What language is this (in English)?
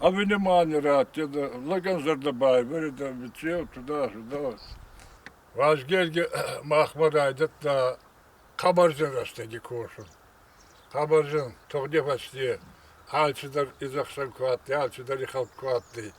Ossetic